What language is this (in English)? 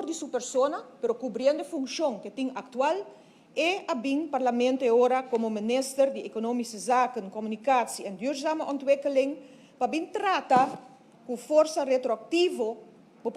Papiamento